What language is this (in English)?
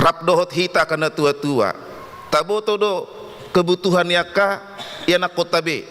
Batak Toba